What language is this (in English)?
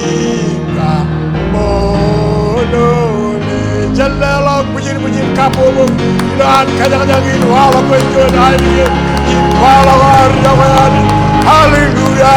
Marshallese